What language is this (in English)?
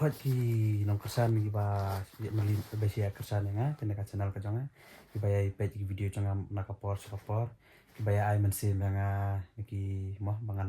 Khasi